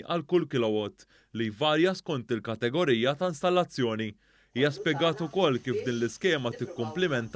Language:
Maltese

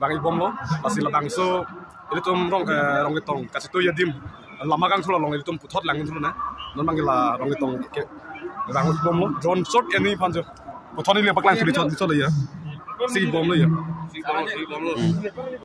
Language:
Karbi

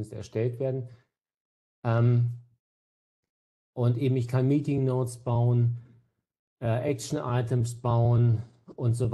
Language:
German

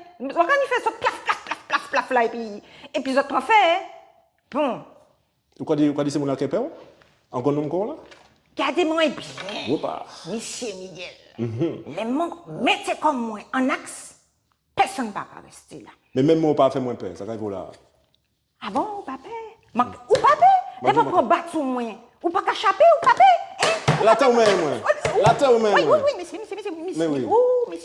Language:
Guadeloupean Creole French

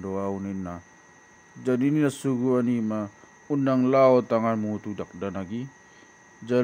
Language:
Batak Toba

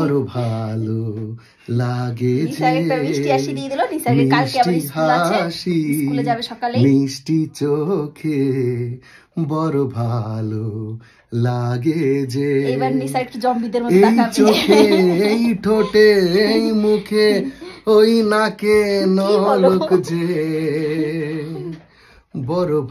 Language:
Bangla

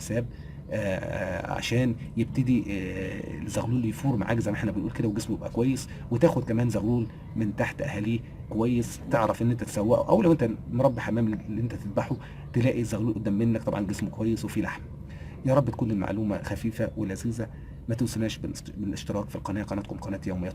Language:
Egyptian Arabic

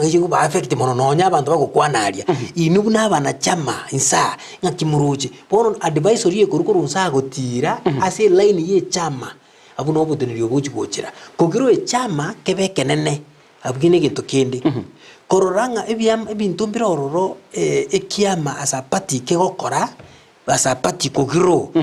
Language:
Gusii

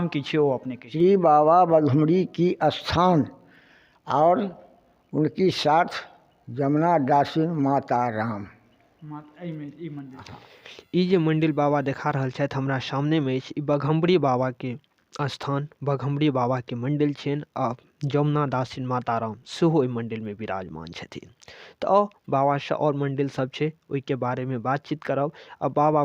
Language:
Maithili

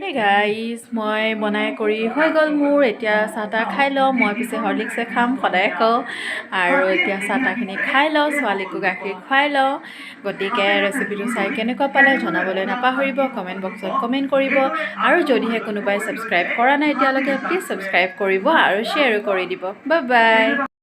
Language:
Assamese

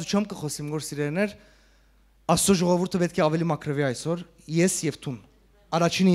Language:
Western Armenian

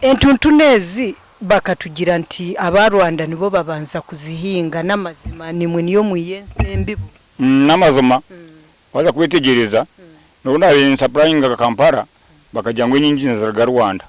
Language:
Nyankole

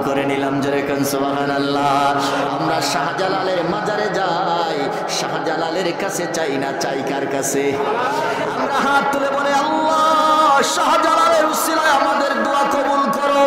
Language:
Bangla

